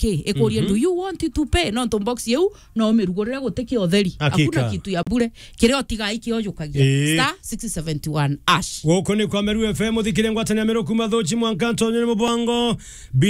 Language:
Meru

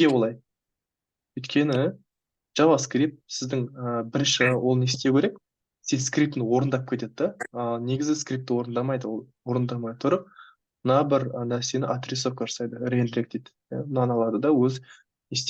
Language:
Kazakh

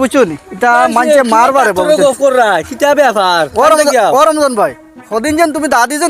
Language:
Sylheti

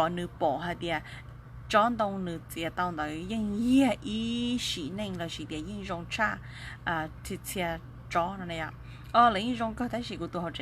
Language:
Hmong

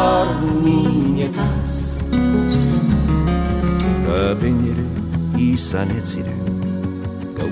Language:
Basque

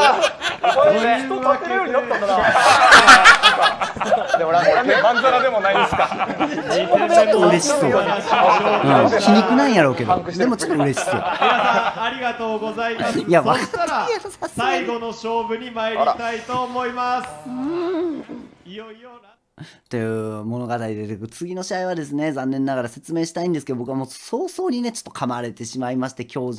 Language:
Japanese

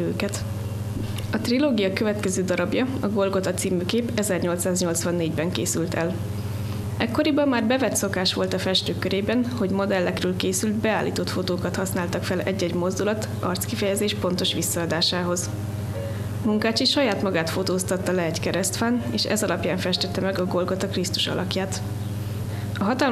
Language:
Hungarian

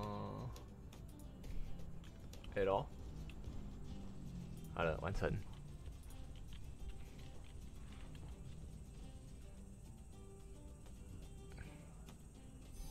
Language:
Chinese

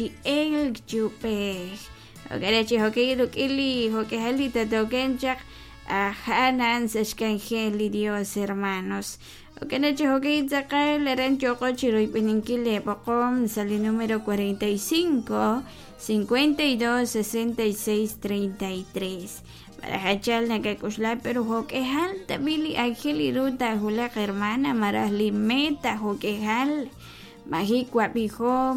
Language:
Kekchí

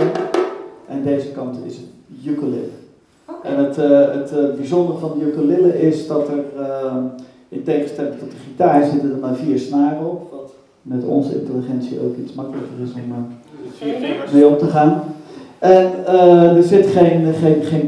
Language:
Dutch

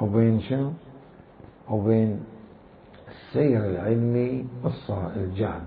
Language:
Mesopotamian Arabic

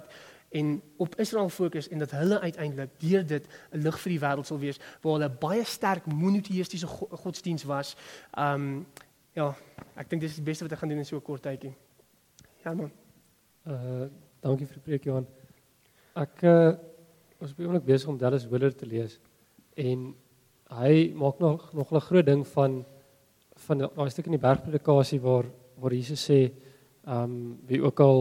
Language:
Afrikaans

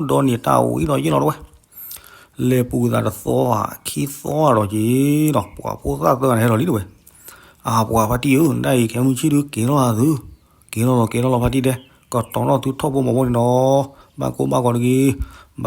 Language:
S'gaw Karen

